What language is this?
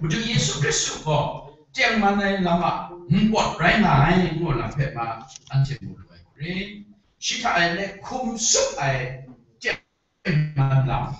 Kachin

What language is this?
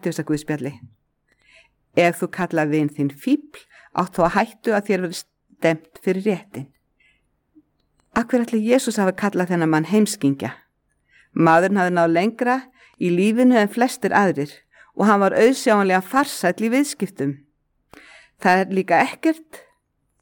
Icelandic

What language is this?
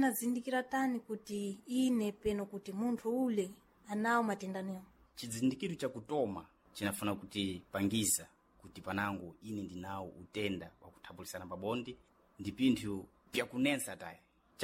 Sena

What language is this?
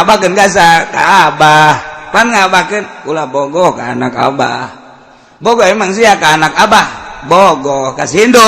Sundanese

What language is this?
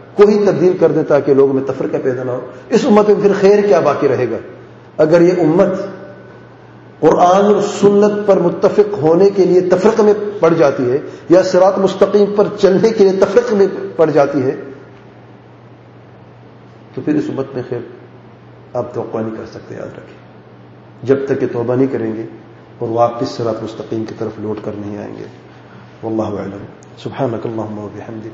Urdu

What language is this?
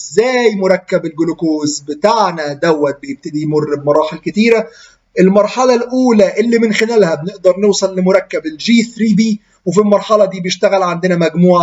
Egyptian Arabic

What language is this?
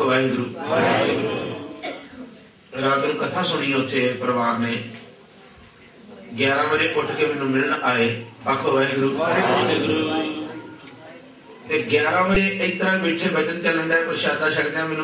Punjabi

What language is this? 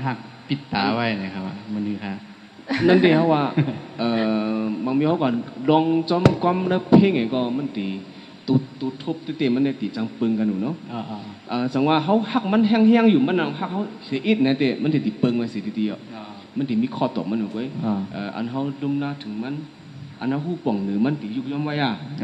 Shan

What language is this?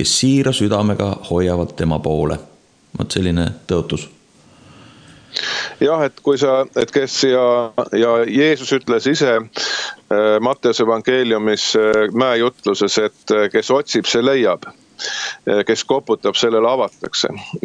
Estonian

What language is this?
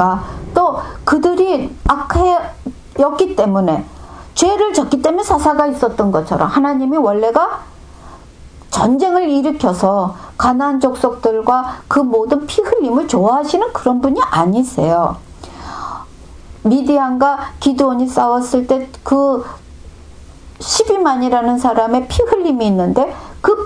Korean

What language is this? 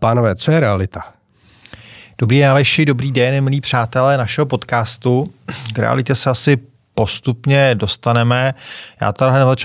Czech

